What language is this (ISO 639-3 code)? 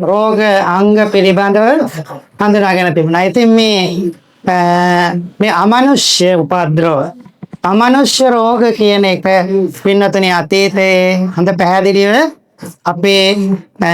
sin